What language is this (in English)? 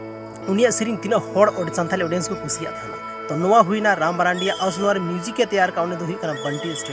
Santali